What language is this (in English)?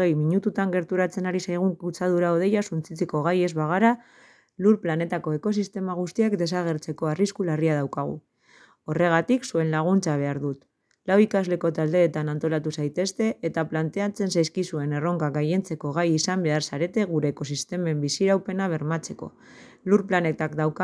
Basque